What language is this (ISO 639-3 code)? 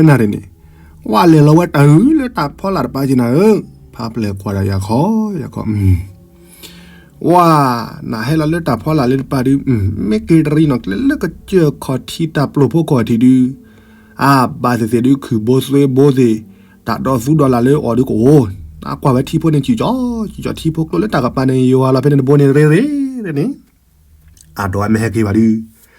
ksw